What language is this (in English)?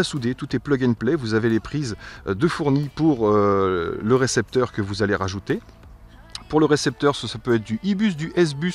French